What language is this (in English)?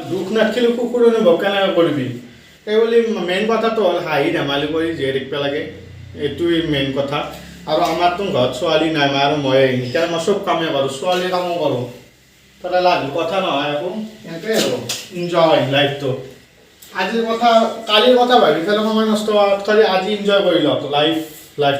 Assamese